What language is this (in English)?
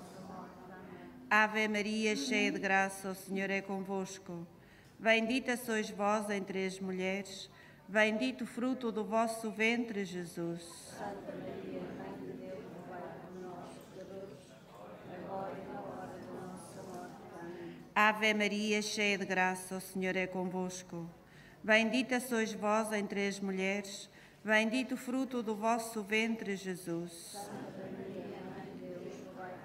Portuguese